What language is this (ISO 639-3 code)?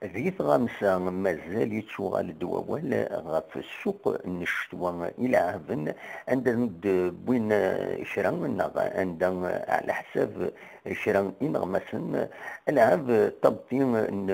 kab